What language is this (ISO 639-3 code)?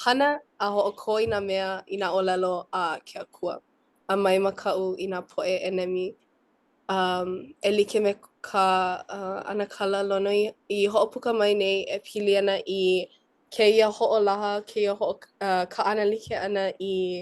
haw